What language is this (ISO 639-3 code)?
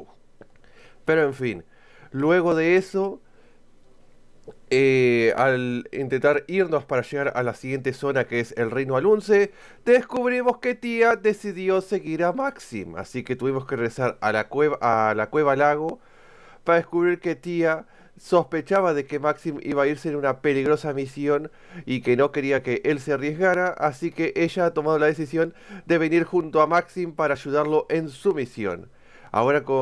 spa